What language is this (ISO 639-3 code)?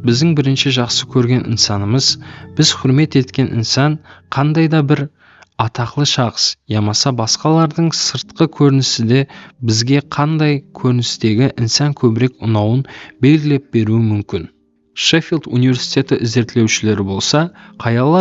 kaa